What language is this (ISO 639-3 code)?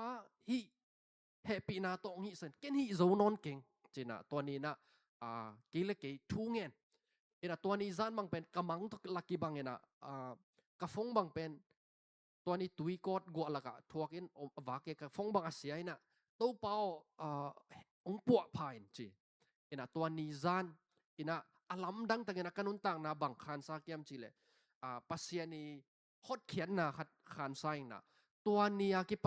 ctd